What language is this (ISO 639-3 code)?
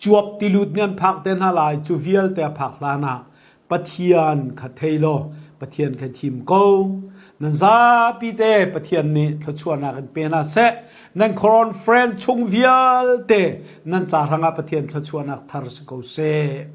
cnh